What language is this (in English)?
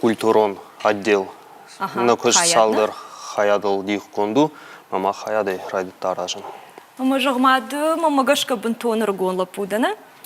Ossetic